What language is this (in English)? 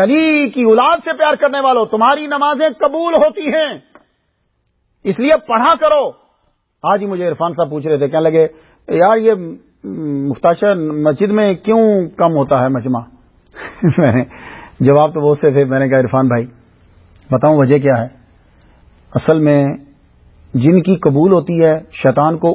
Urdu